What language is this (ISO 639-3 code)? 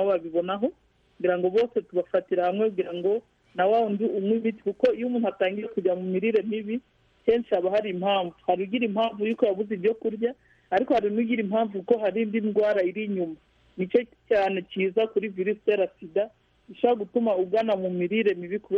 kin